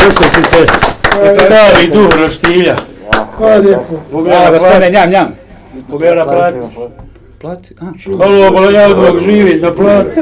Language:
Bosnian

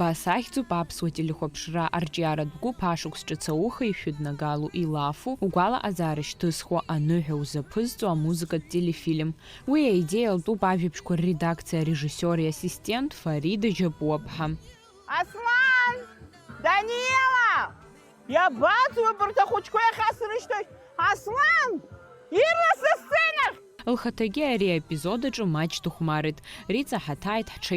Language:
Abkhazian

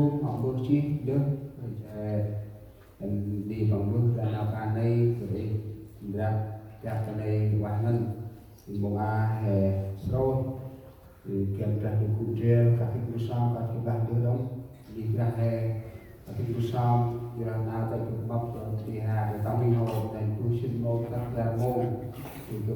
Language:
Central Mnong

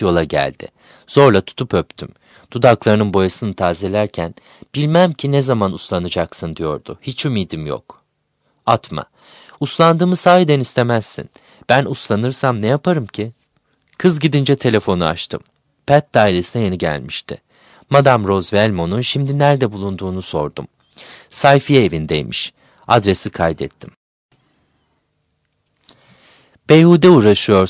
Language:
Turkish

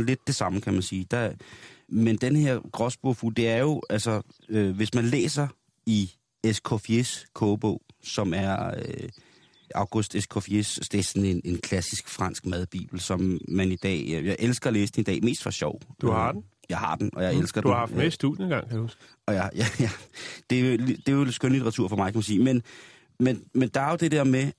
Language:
Danish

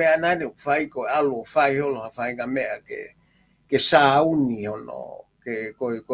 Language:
Tongan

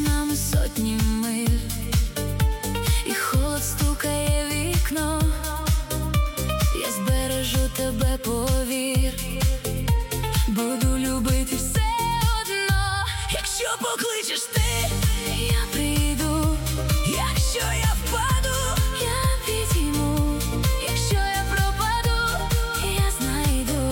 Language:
Ukrainian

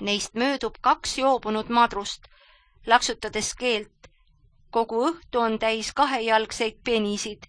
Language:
Estonian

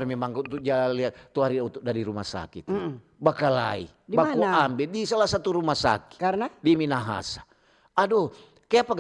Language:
Manado Malay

